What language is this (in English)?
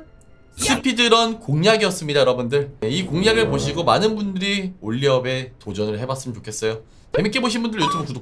Korean